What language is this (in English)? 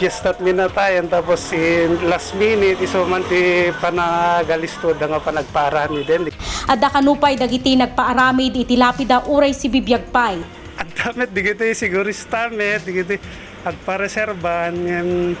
Iloko